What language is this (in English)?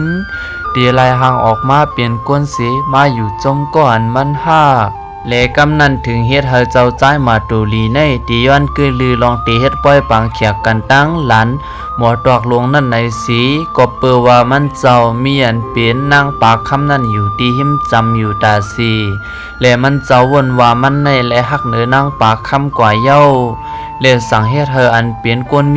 Shan